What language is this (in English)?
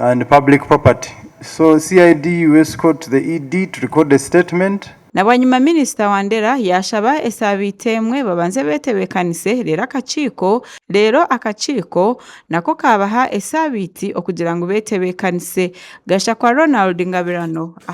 Nyankole